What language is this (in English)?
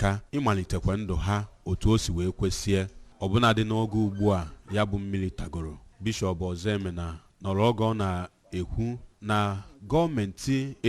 Igbo